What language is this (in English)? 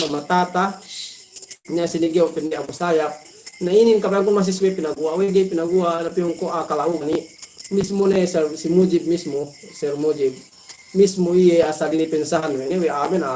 Yakan